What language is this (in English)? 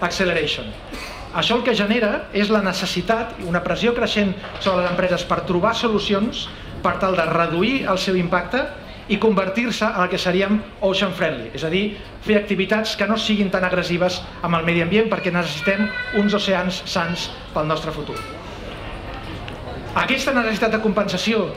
Catalan